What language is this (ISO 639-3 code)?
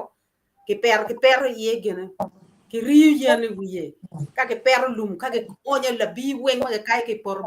ach